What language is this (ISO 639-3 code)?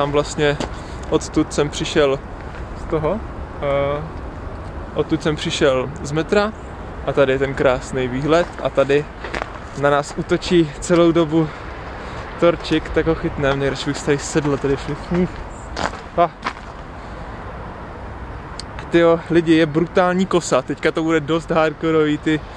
ces